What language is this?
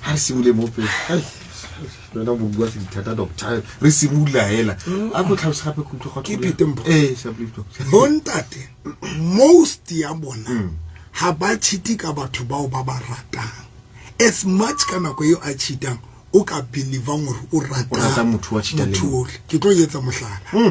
Southern Sotho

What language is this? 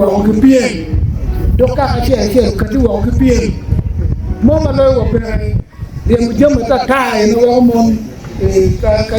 Acoli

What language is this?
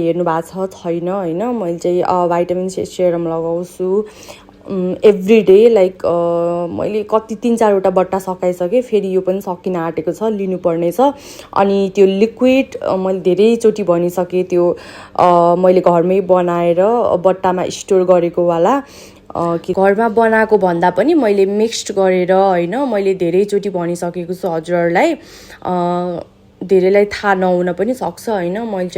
Nepali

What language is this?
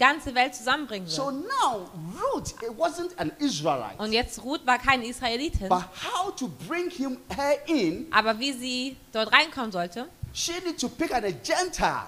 German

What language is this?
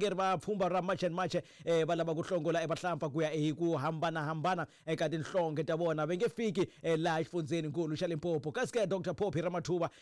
Tsonga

